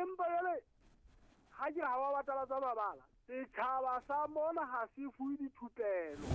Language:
Southern Sotho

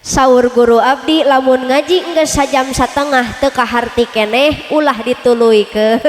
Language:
Sundanese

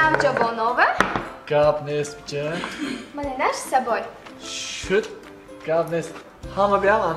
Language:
Tajik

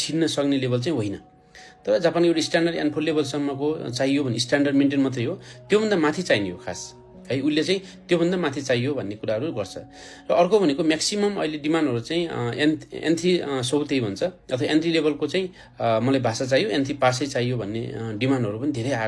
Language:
Nepali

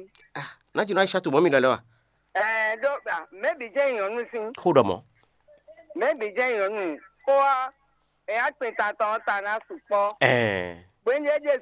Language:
Fon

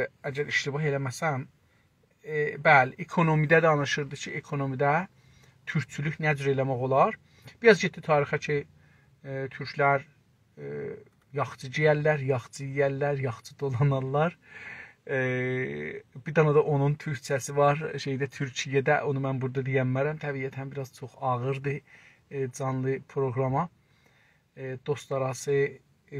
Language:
South Azerbaijani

